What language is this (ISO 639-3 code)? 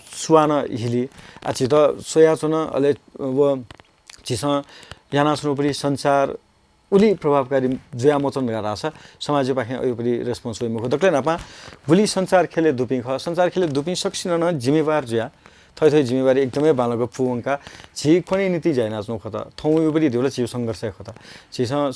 new